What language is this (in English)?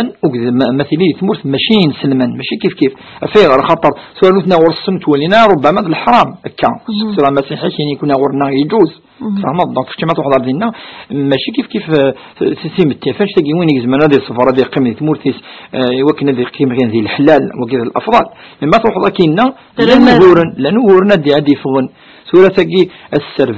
Kabyle